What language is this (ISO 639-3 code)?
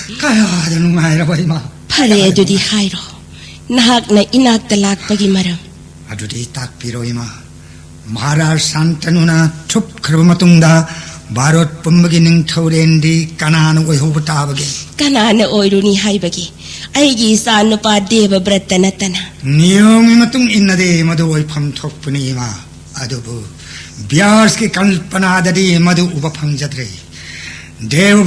mni